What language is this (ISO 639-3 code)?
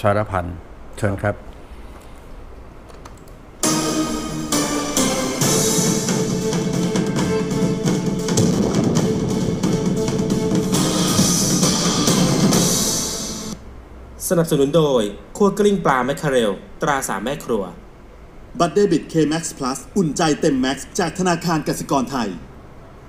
tha